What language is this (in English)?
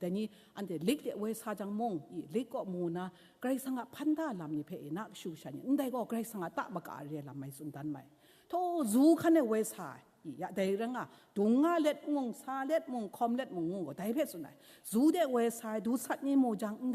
Kachin